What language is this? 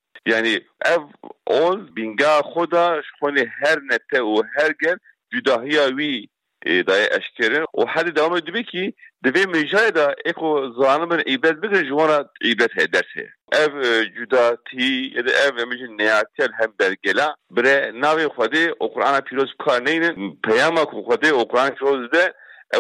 Kurdish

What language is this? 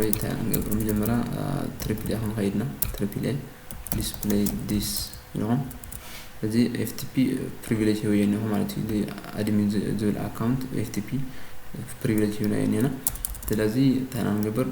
Tigrinya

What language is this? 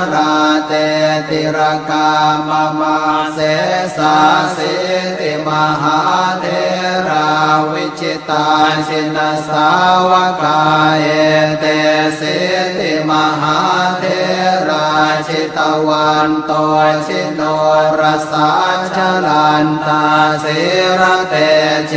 Pali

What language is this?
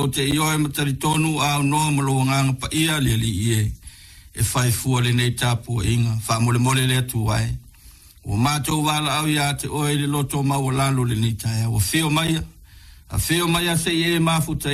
Samoan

